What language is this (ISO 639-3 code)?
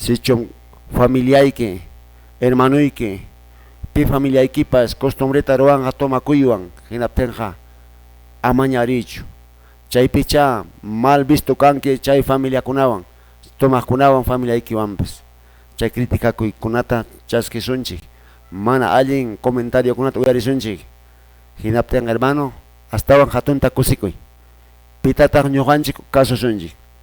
que